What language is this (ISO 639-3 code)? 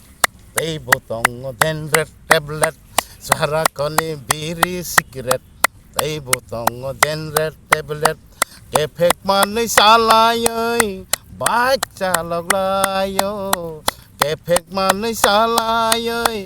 trp